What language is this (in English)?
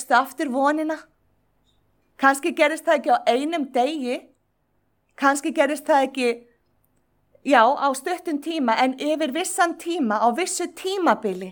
Icelandic